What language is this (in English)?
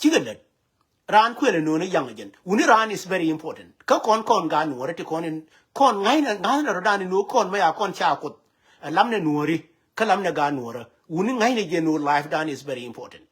Nuer